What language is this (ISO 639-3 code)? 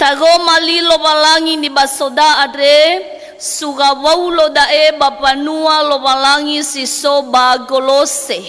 nia